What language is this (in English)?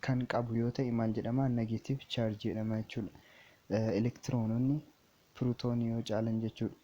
Oromo